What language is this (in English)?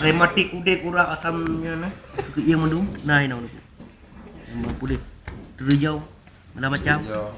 Achinese